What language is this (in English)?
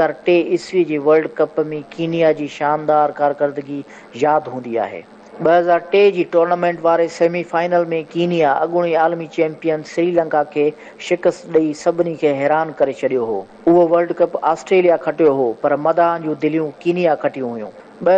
Sindhi